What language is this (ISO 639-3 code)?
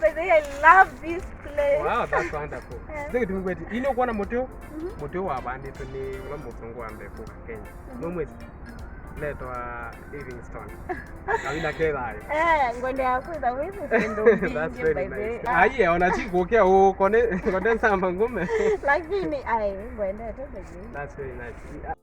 kam